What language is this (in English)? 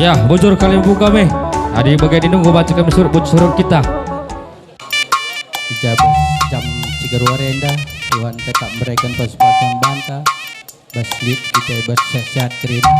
Batak Karo